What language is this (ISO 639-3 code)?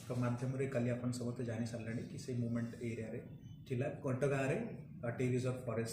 ori